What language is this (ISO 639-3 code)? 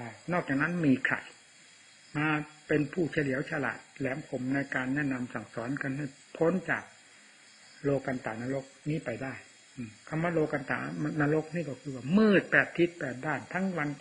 tha